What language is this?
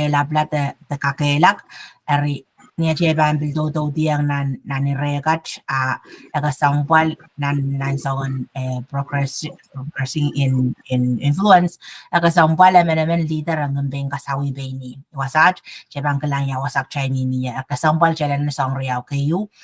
Pohnpeian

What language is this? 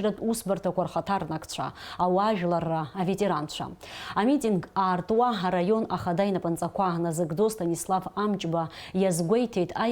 Abkhazian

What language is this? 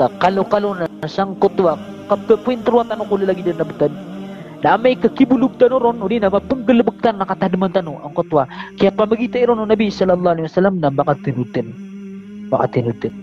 Maranao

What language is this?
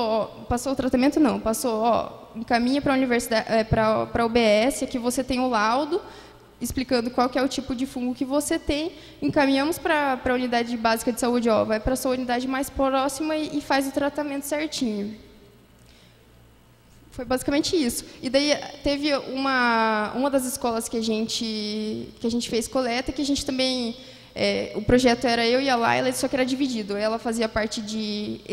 Portuguese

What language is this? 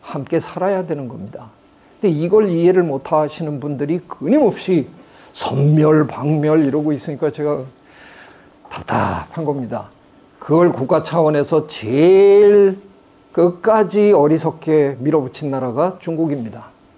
Korean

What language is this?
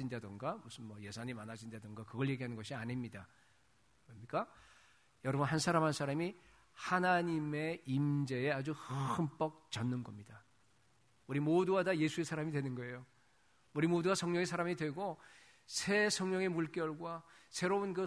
Korean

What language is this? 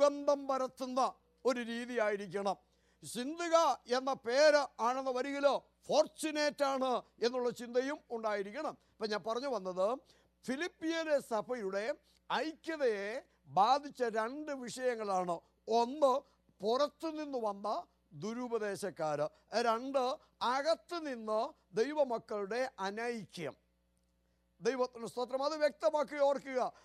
Malayalam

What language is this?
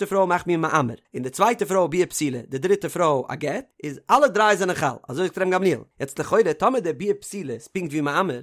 Yiddish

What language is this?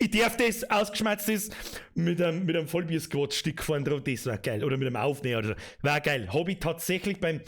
Bavarian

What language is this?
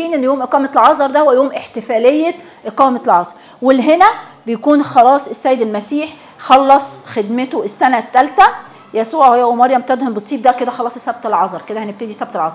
Egyptian Arabic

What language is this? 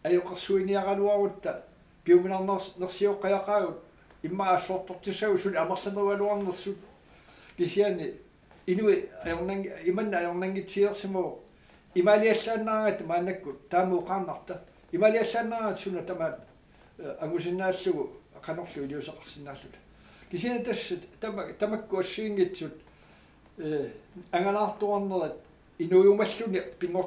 Kalaallisut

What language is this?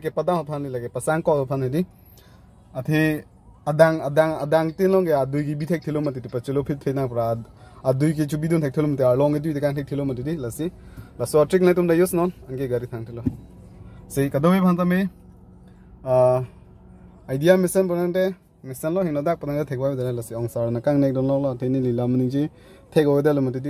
Karbi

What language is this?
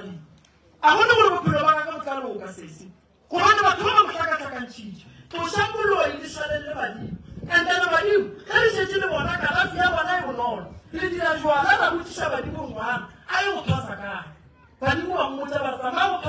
Northern Sotho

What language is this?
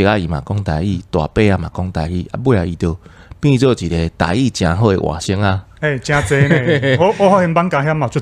Min Nan Chinese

